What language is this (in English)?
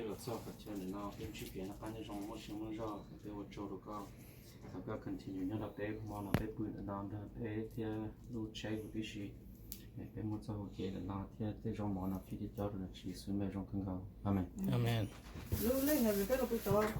Hmong